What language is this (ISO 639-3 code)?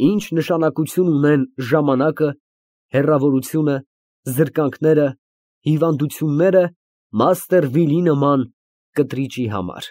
hye